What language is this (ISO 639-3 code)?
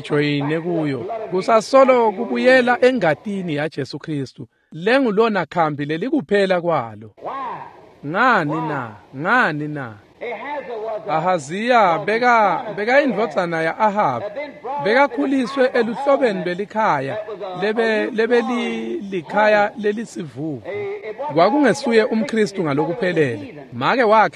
ssw